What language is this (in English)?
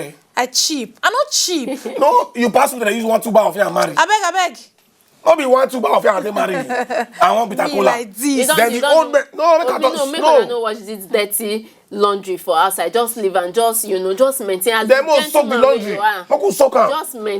Nigerian Pidgin